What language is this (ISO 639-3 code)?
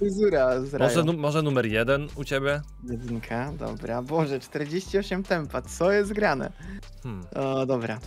pol